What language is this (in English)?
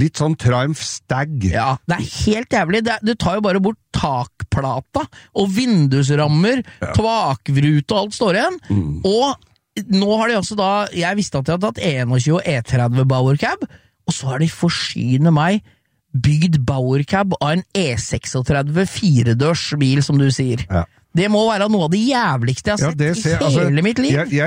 Norwegian